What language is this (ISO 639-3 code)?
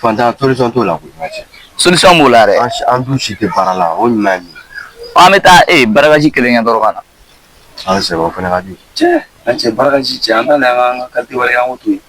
bam